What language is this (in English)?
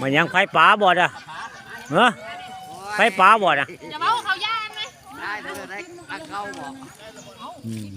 Northeastern Thai